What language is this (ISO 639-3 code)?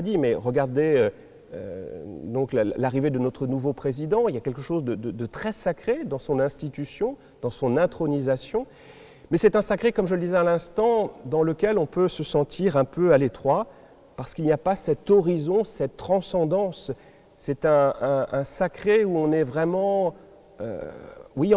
fra